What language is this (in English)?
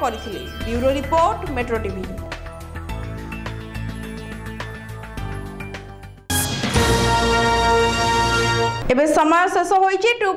Odia